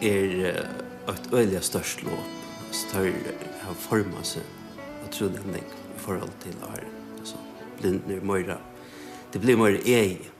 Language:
Faroese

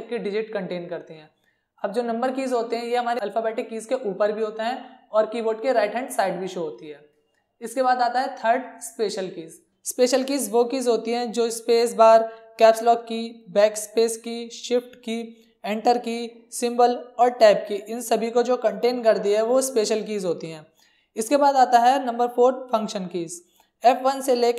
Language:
Hindi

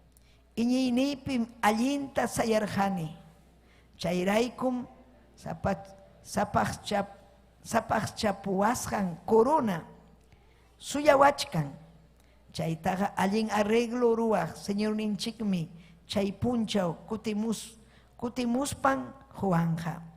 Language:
Ayacucho Quechua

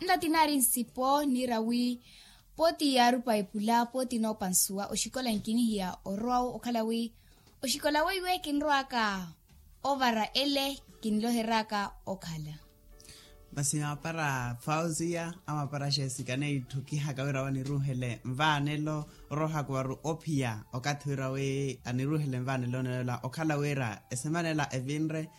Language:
Makhuwa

